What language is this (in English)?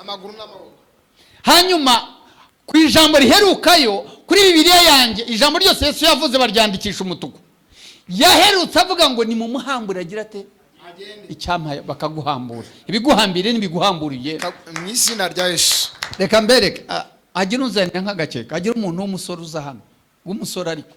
Kinyarwanda